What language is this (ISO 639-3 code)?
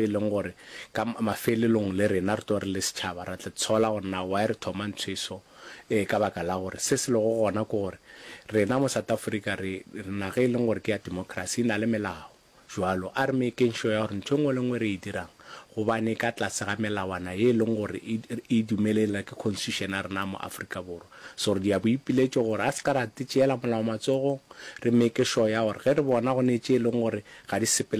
nso